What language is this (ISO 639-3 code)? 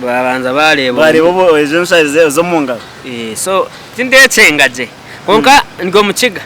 nyn